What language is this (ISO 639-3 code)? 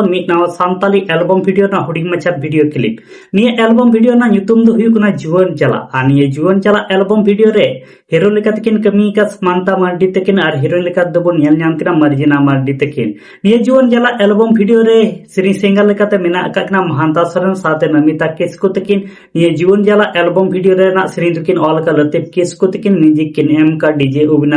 sat